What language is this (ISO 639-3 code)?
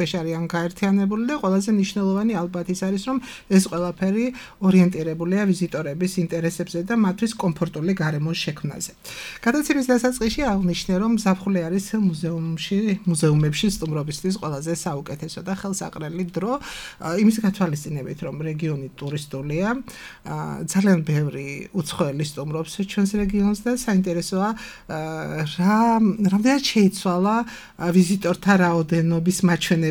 kat